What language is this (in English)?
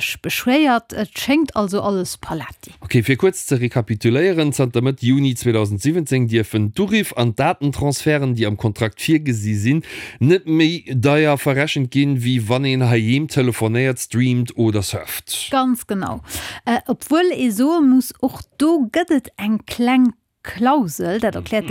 Luxembourgish